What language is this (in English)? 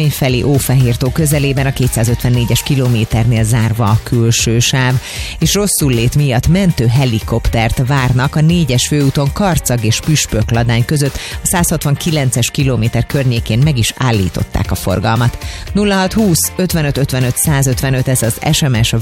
Hungarian